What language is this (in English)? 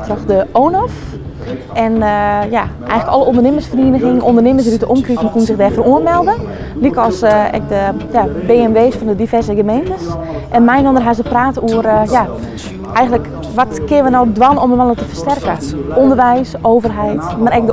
Western Frisian